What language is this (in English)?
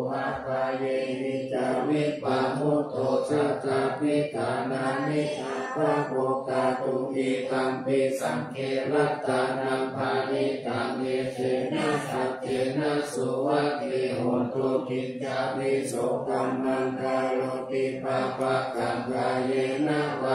Pali